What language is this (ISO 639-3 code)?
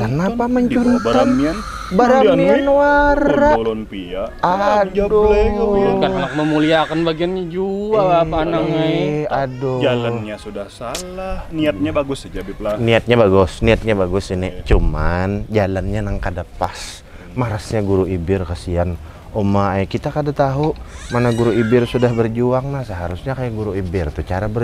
bjn